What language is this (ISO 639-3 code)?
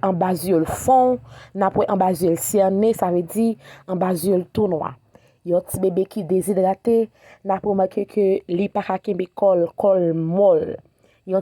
hat